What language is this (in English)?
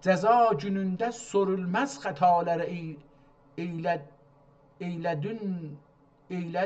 South Azerbaijani